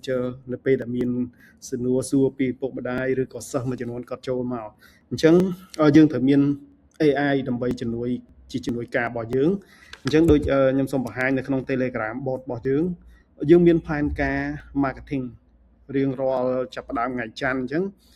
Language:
Khmer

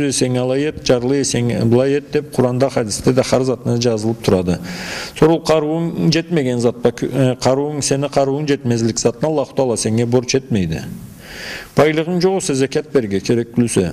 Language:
Karachay-Balkar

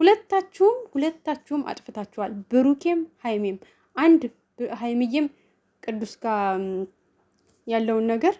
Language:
Amharic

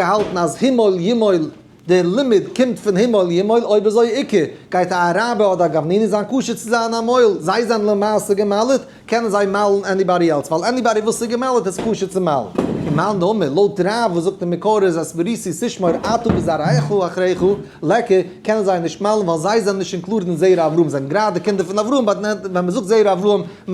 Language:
Yiddish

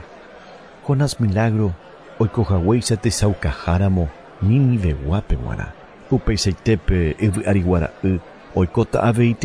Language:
Guarani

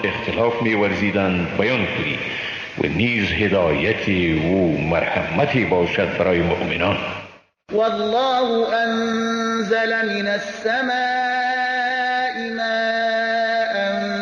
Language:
Persian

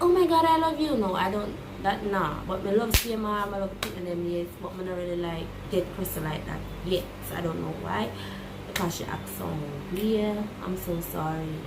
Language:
Jamaican Creole English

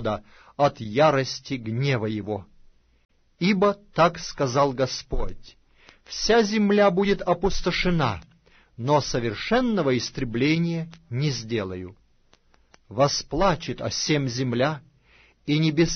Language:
Russian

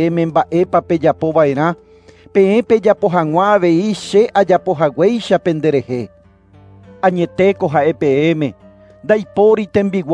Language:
Guarani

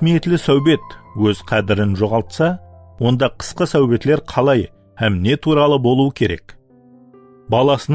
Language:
Kara-Kalpak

